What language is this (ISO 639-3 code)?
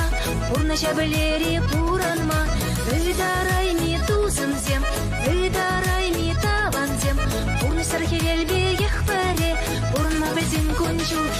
chv